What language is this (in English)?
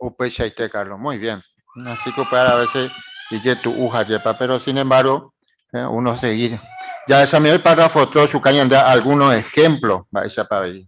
Guarani